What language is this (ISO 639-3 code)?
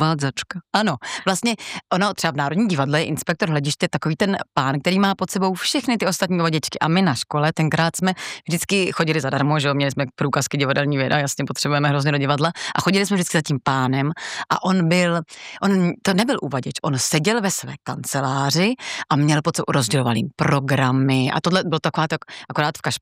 ces